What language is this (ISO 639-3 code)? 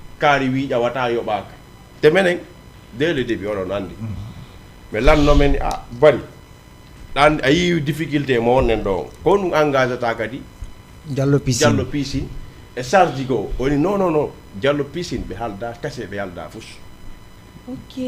ful